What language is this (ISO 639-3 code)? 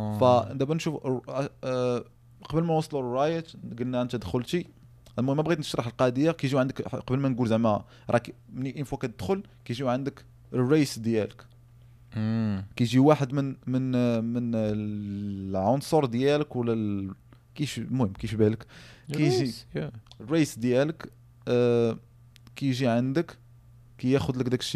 ary